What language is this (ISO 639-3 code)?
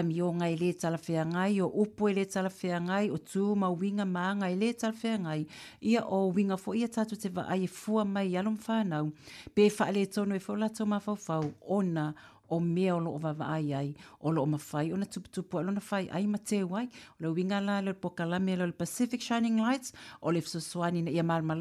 smo